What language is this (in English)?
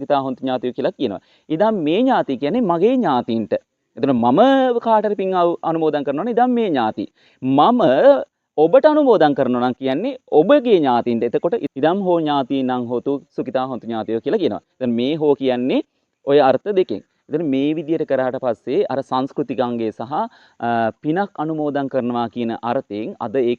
Sinhala